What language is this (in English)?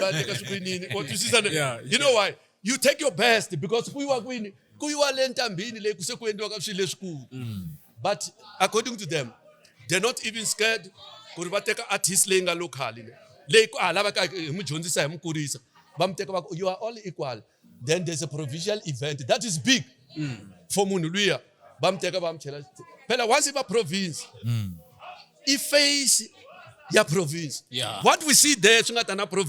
Tsonga